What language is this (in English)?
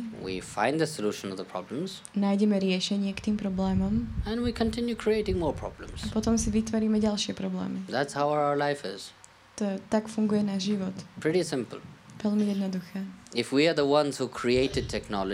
Slovak